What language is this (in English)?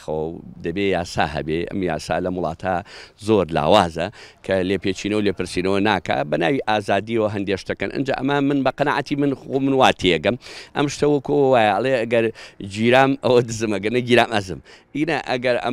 Central Kurdish